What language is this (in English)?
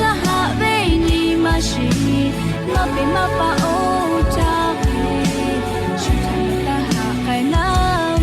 Lahu